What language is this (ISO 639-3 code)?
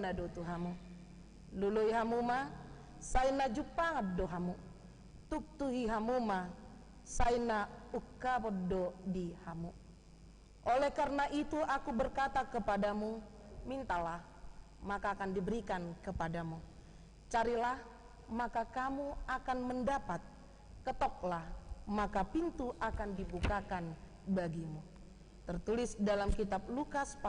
bbc